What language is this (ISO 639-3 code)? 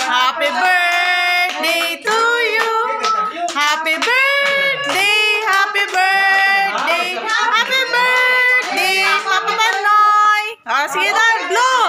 bre